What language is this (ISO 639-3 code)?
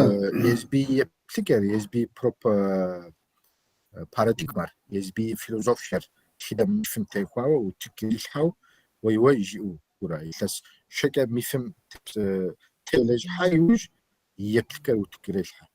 kbd